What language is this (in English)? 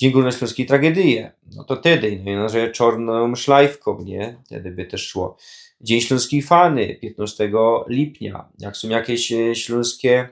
Silesian